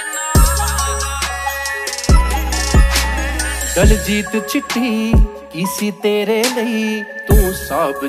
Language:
Punjabi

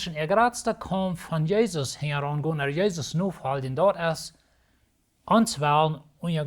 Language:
Plautdietsch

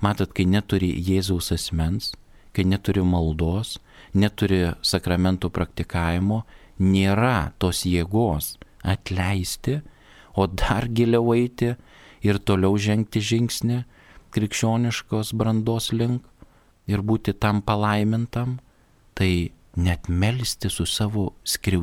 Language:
Lithuanian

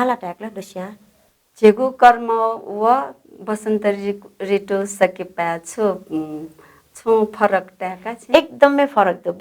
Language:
Newari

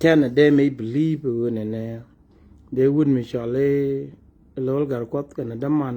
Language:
Nuer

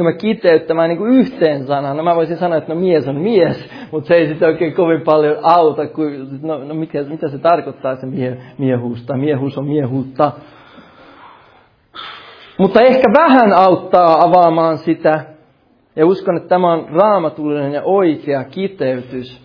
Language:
Finnish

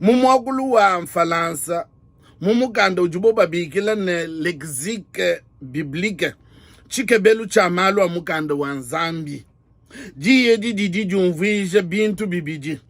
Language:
Luba-Lulua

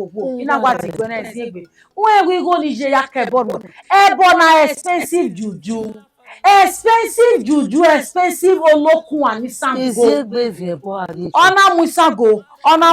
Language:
Bini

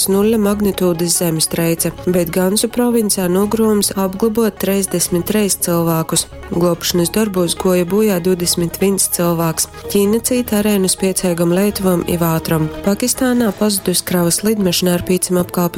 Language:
Latgalian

